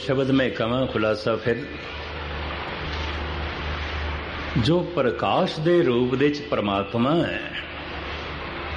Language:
Punjabi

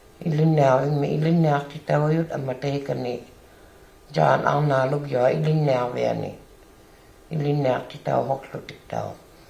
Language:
Inuktitut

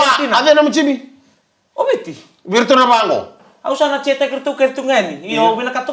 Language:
Fijian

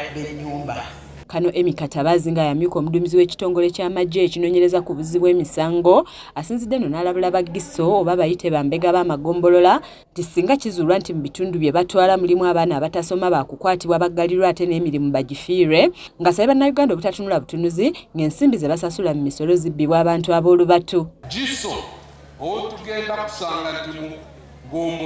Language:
Ganda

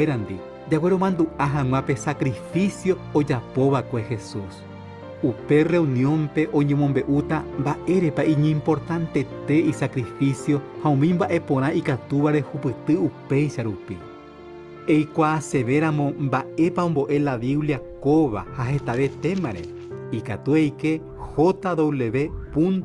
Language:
Guarani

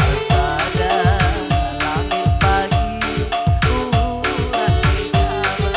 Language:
Batak Karo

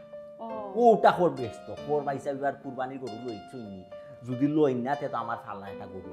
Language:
Sylheti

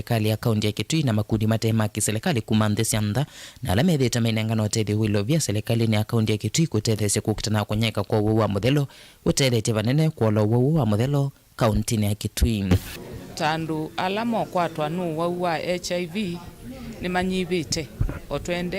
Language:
Kamba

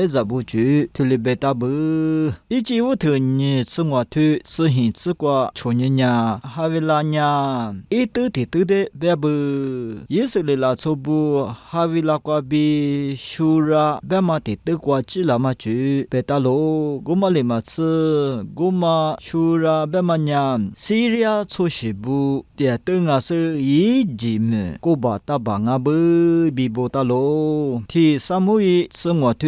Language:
Lisu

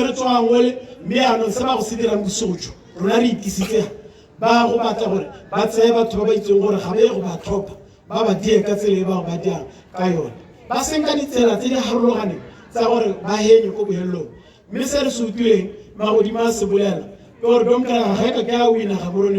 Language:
Tswana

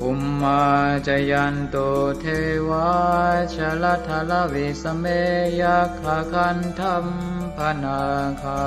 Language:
Pali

